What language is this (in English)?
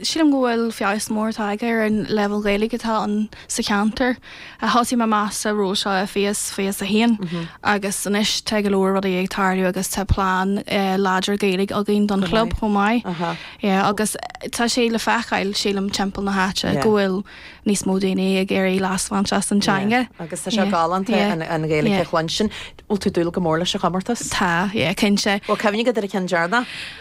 Irish